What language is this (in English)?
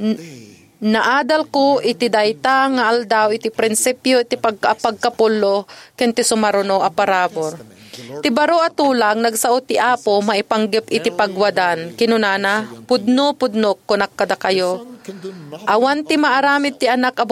Iloko